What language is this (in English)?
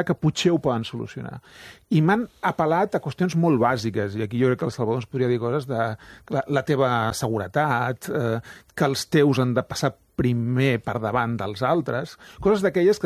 Catalan